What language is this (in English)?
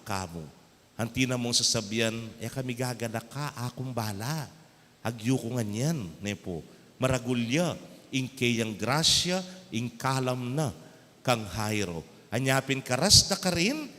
Pampanga